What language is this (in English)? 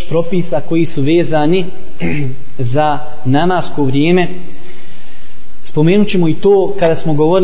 Bosnian